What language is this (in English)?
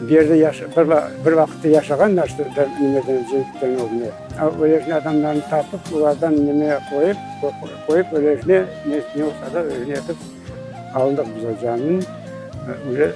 Crimean Tatar